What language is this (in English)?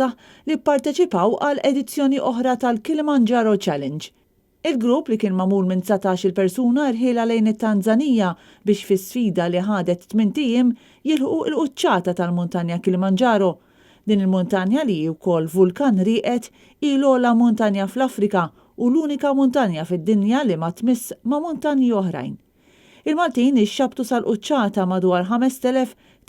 Maltese